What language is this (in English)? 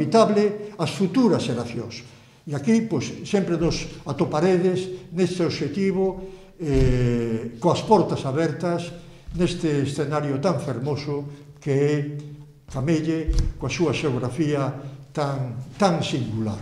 Galician